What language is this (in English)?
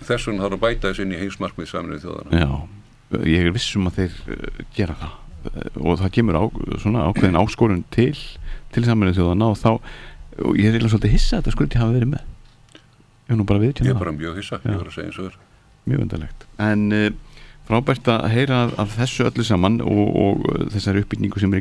Icelandic